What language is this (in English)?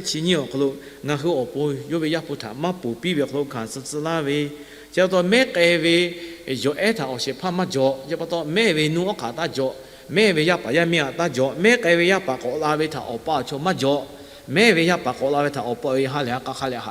Lahu